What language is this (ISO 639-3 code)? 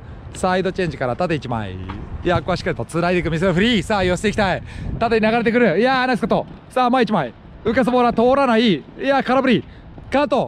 jpn